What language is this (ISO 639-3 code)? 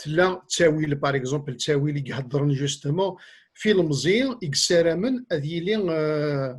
kab